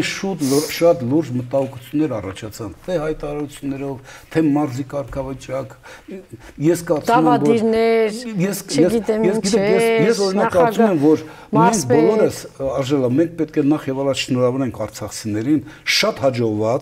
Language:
Armenian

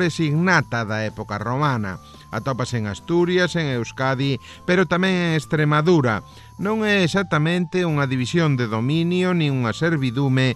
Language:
Galician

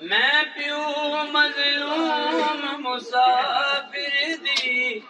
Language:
Saraiki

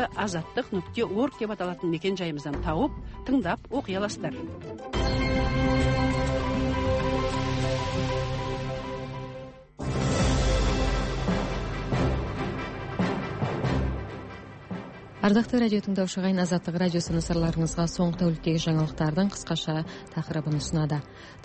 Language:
Kazakh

